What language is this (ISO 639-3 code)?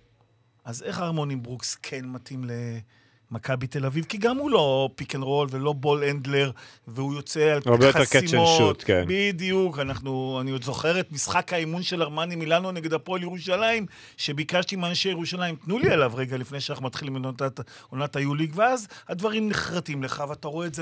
heb